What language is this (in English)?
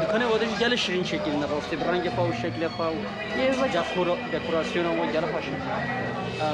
Kurdish